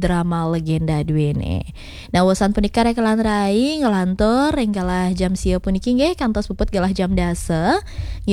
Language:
Balinese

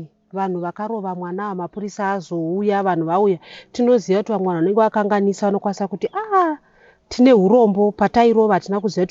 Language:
Shona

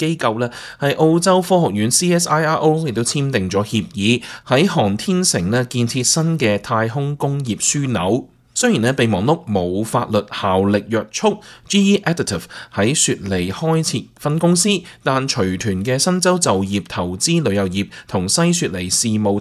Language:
Cantonese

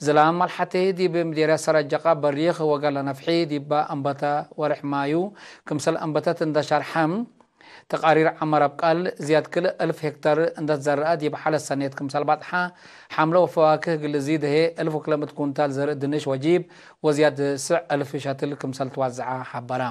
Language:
Tigre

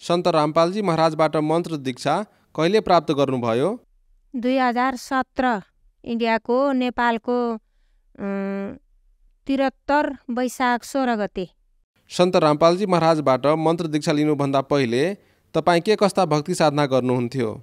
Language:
Nepali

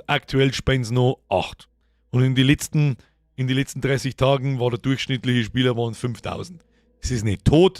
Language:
Bavarian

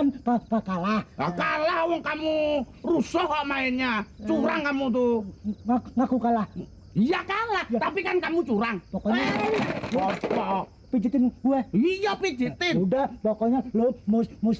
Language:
Betawi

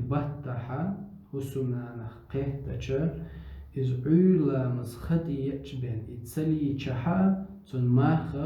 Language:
Chechen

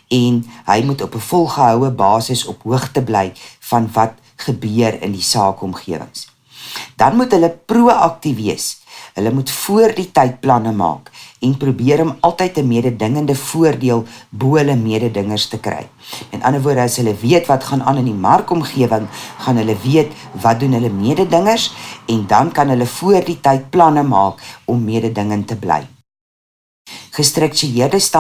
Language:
Afrikaans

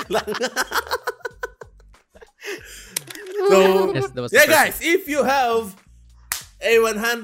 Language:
Filipino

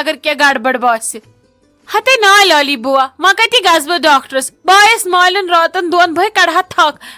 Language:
Kashmiri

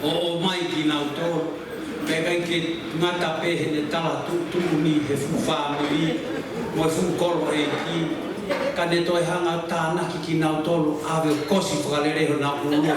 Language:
Tongan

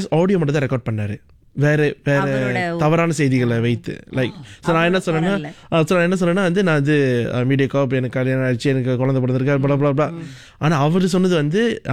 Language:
Tamil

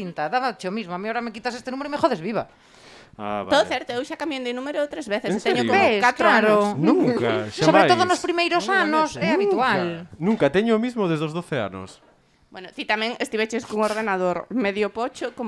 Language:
Galician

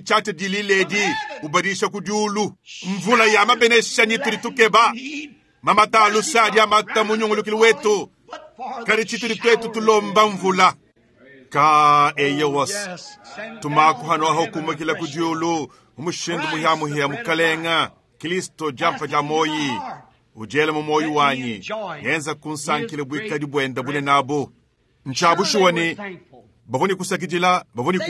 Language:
Luba-Lulua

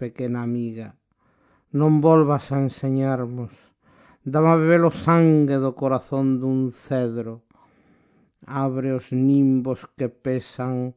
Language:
Galician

